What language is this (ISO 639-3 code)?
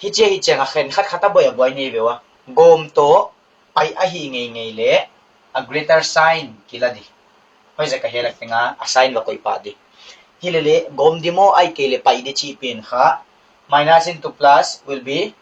pck